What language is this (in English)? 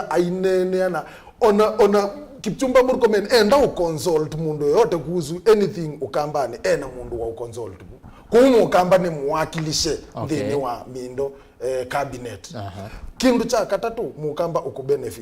Kamba